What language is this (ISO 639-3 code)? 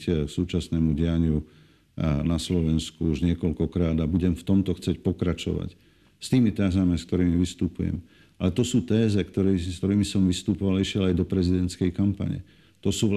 slk